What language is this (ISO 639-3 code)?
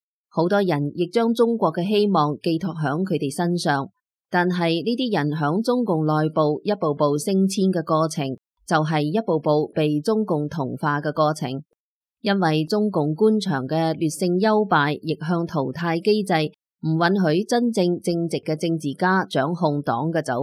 yue